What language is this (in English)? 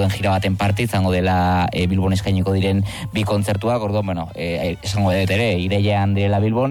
Basque